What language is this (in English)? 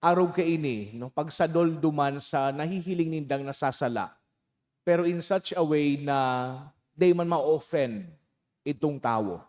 Bikol